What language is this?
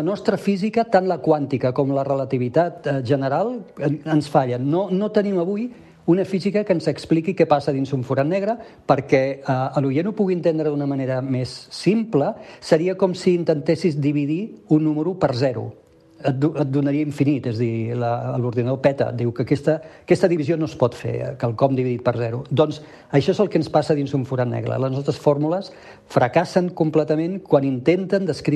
Catalan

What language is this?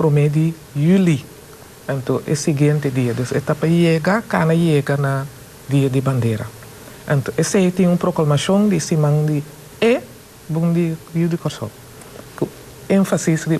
Papiamento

